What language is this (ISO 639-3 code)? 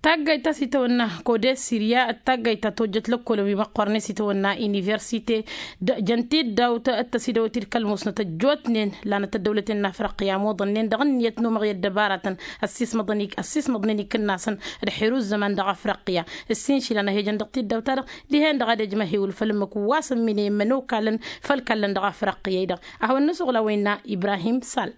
taq